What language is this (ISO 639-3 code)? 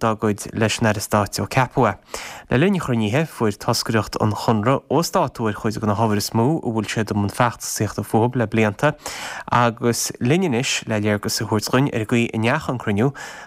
gle